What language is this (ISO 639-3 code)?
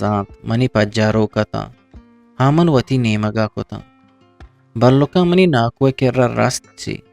bgp